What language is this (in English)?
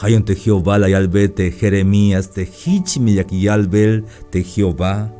Tzeltal